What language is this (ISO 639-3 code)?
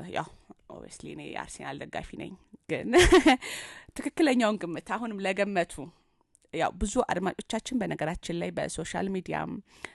amh